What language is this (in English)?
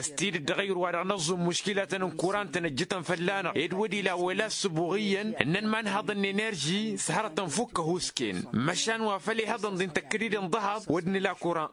Tamasheq